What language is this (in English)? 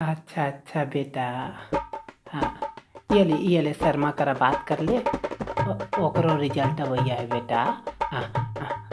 Chhattisgarhi